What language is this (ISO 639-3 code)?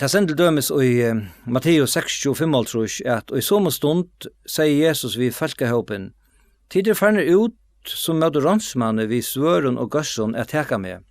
fao